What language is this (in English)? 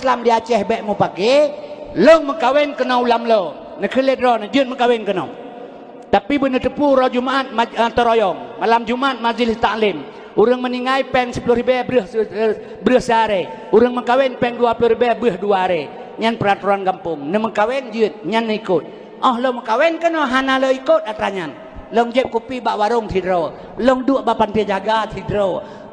Achinese